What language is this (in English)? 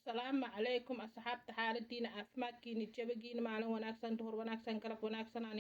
Somali